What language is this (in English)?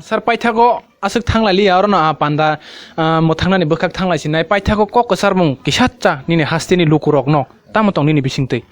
Kok Borok